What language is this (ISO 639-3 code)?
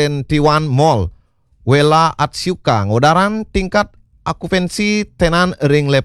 ban